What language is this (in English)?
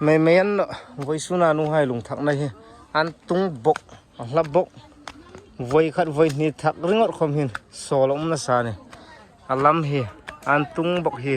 Hmar